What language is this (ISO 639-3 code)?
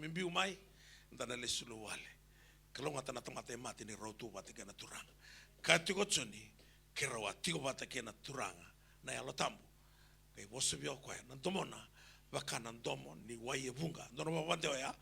fij